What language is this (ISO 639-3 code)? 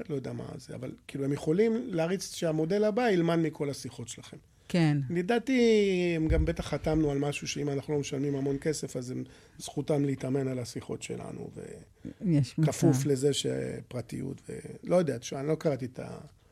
heb